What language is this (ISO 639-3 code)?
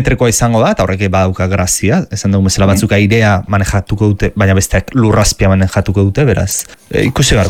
eus